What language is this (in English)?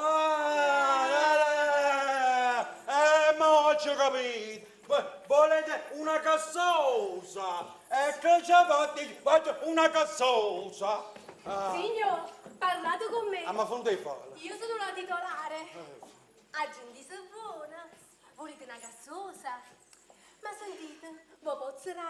Neapolitan